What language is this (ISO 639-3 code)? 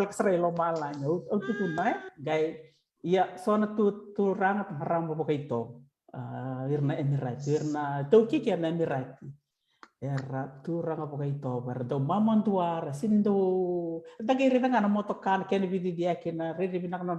fij